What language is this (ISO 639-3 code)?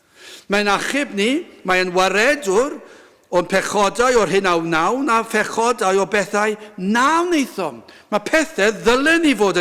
cym